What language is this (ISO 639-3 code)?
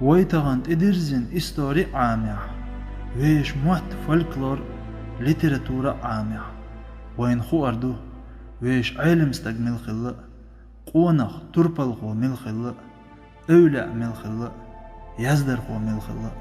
che